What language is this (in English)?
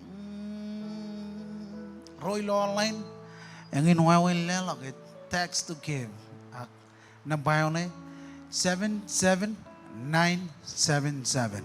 Marshallese